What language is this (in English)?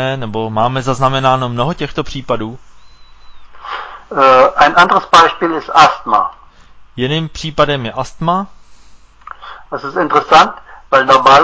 Czech